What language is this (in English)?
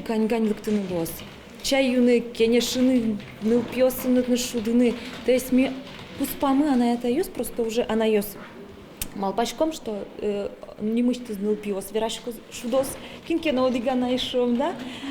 Udmurt